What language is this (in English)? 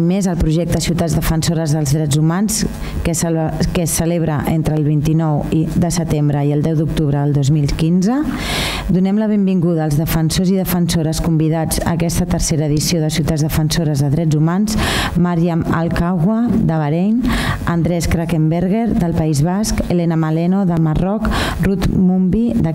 Catalan